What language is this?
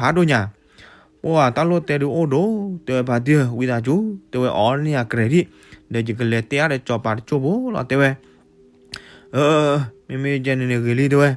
S'gaw Karen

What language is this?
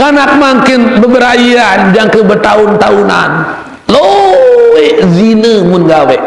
Sasak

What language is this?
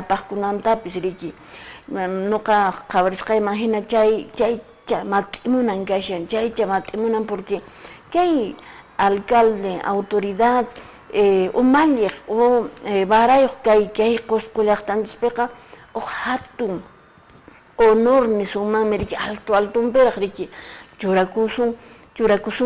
Quechua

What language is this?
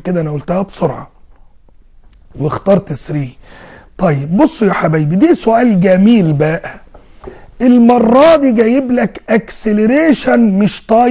Egyptian Arabic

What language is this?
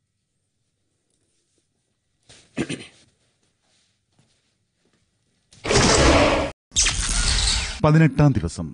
Malayalam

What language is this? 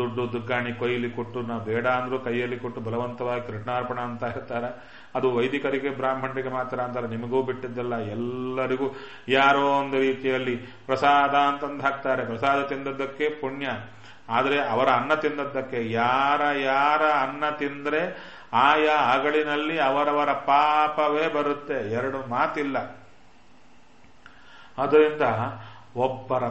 Kannada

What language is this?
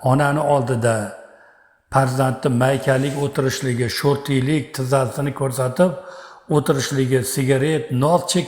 Uzbek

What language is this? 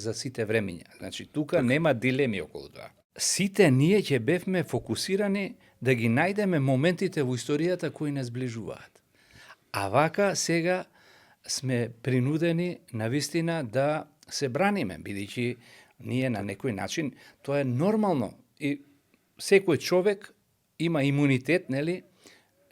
Macedonian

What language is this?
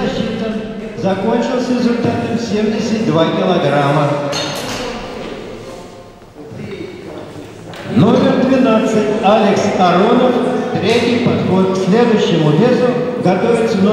Russian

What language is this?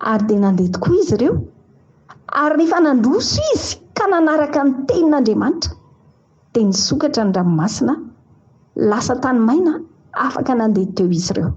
Malagasy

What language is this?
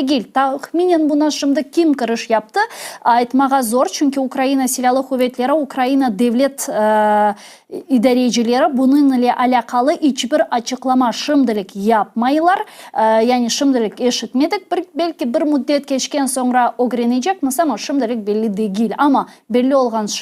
Crimean Tatar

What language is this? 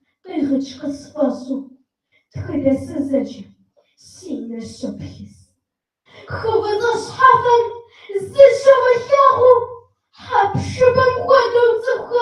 Kabardian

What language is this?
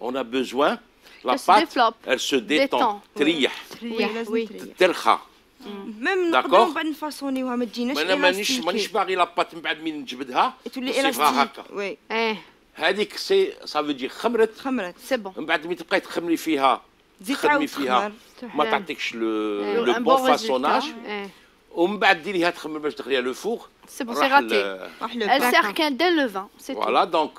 Algerian Arabic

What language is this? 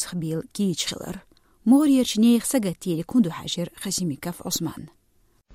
Chechen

